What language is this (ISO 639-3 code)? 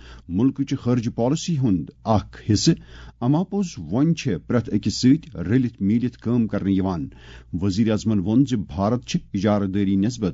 kas